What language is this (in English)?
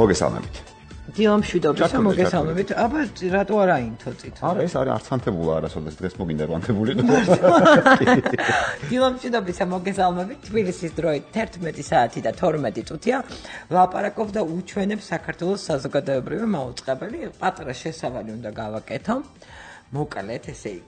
Georgian